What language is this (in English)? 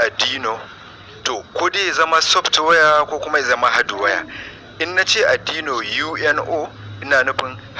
Hausa